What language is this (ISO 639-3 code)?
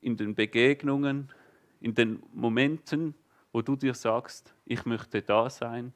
gsw